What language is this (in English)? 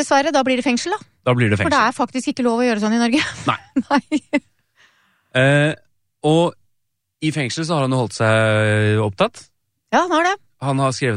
Norwegian